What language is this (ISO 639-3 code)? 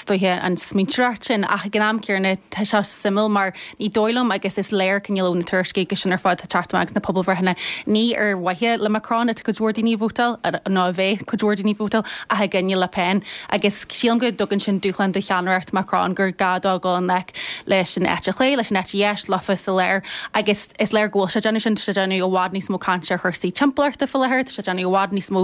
gle